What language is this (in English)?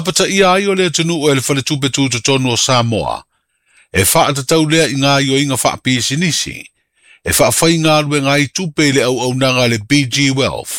Samoan